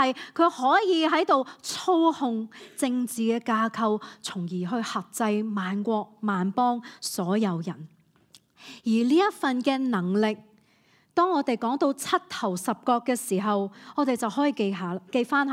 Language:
Cantonese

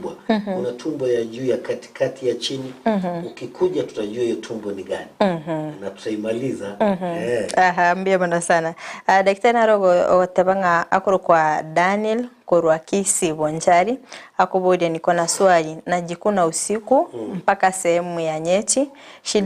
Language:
Gusii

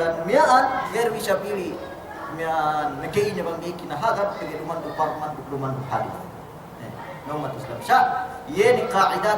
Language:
Yakan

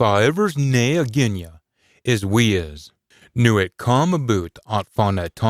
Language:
Scots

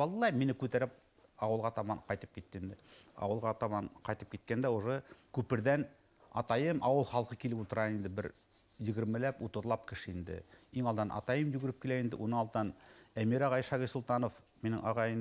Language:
Bashkir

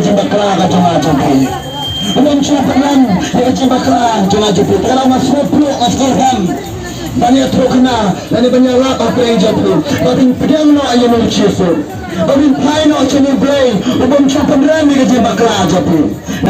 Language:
Khasi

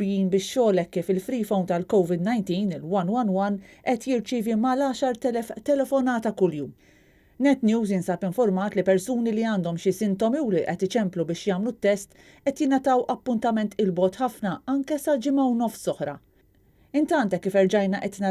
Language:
Maltese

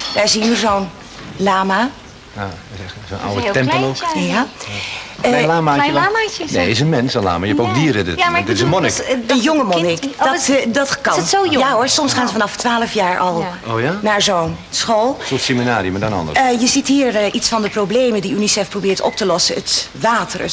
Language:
Dutch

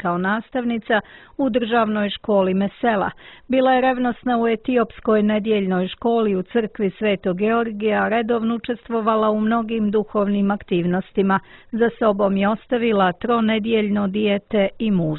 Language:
Serbian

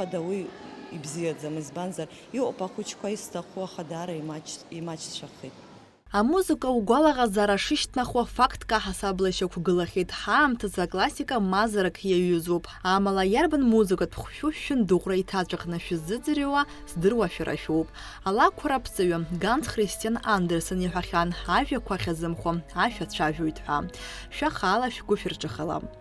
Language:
Abkhazian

